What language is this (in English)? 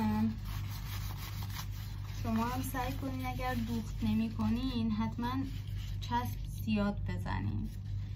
Persian